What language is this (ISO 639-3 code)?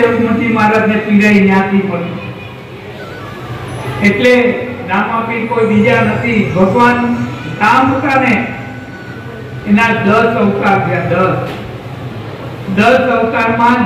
guj